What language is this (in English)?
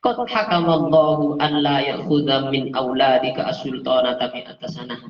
Madurese